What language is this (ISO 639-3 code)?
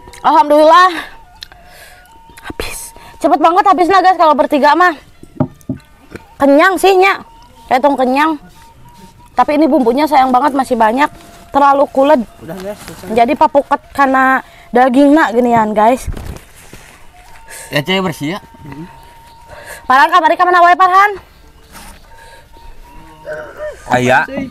ind